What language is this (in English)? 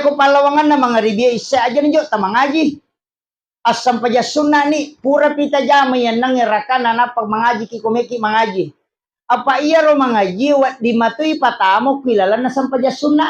Buginese